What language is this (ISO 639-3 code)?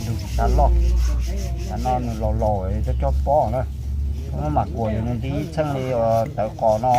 hmn